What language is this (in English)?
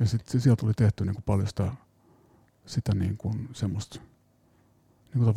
Finnish